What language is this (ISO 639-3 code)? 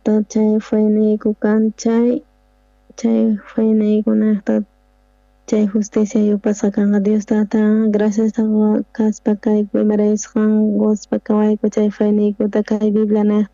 quh